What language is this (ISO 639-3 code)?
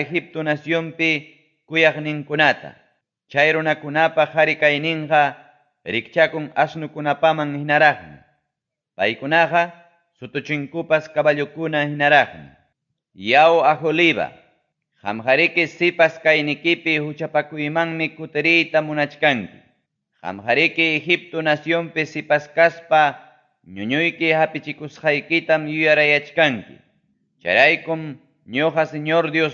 quy